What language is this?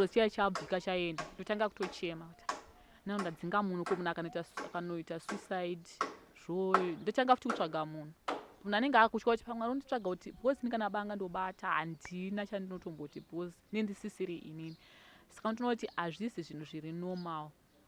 Shona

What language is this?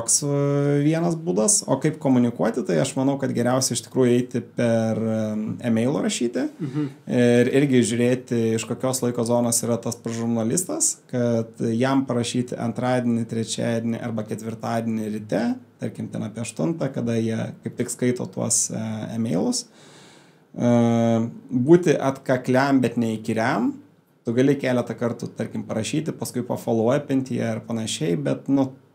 Lithuanian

